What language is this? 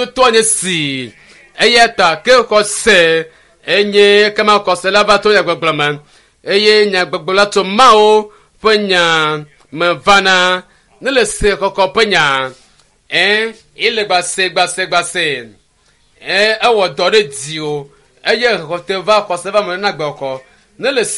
Ewe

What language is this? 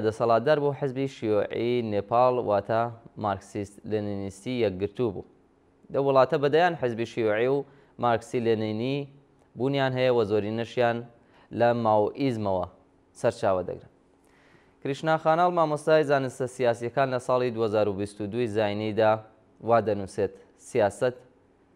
Central Kurdish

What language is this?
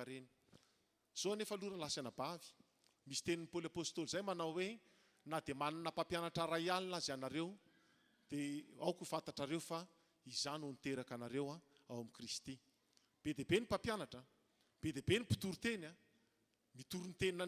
Malagasy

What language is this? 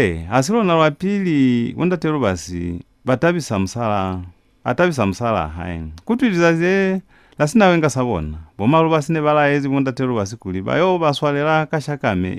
Lozi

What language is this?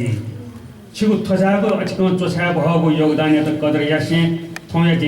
Newari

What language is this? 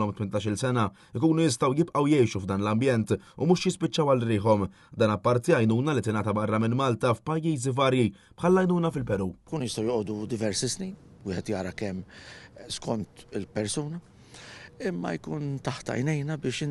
Maltese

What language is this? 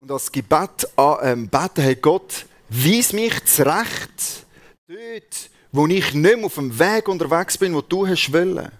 Swiss German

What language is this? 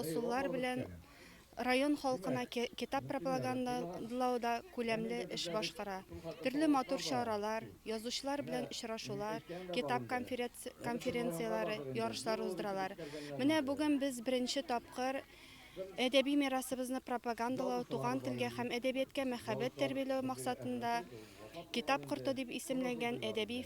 Tatar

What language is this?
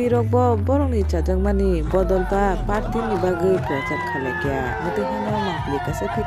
Kok Borok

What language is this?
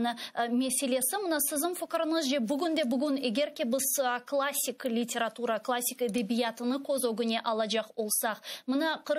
Crimean Tatar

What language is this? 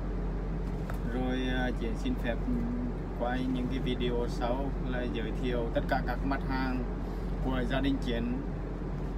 Vietnamese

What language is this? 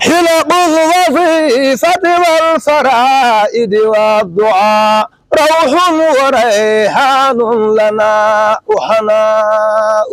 Fula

